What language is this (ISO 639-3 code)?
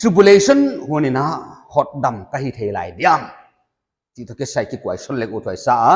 pck